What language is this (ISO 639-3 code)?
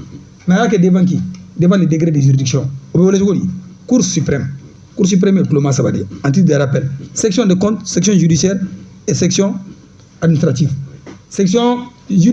bam